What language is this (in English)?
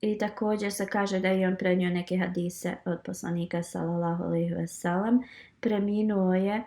Bosnian